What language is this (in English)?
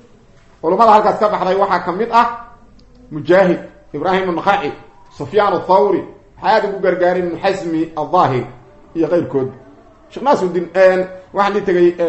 Somali